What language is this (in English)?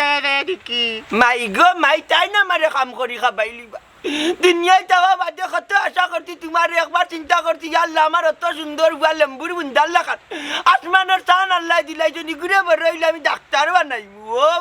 Sylheti